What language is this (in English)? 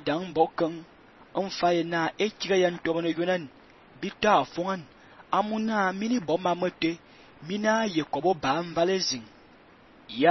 Fang